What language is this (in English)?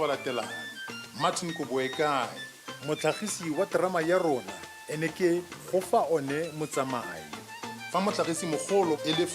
Tswana